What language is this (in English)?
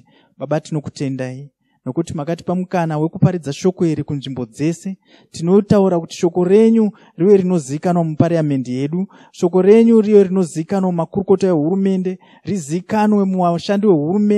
Shona